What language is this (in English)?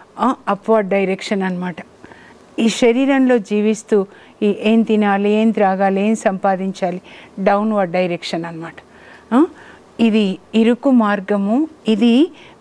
Telugu